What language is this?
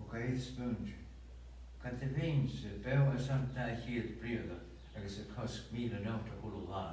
Scottish Gaelic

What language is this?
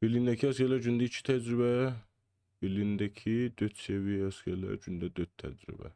South Azerbaijani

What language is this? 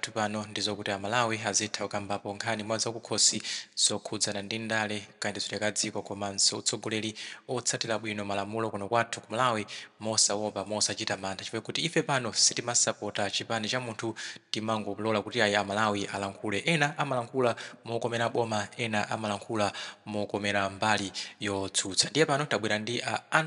Nyanja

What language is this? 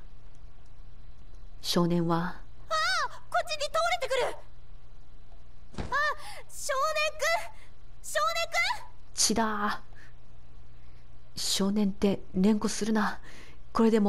Japanese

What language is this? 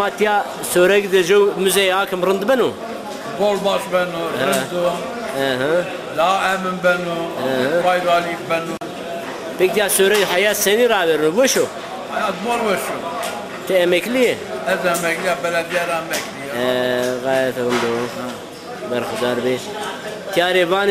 Zaza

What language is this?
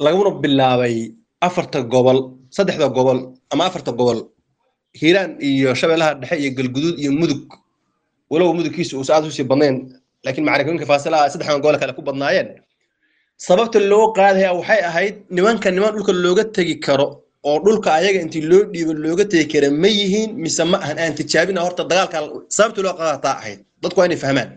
Somali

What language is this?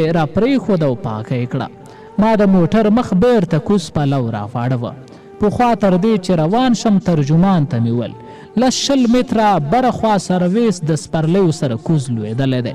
Pashto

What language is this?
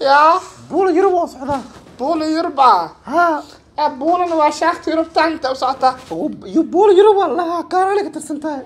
Somali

